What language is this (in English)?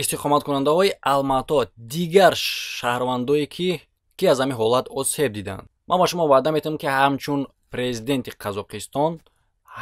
Tajik